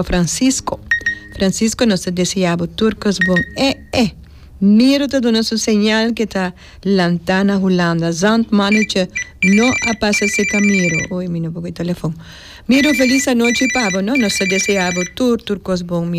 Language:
Papiamento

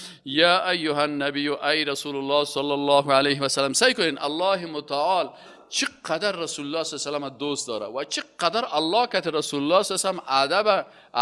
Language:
Persian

